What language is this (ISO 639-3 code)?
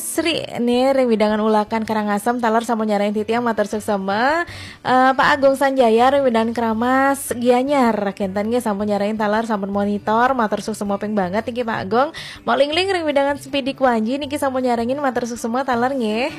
ban